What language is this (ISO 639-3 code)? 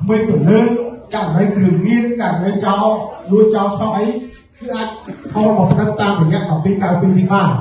khm